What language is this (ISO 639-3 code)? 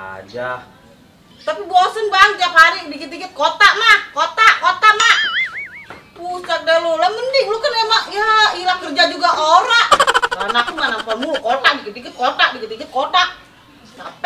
bew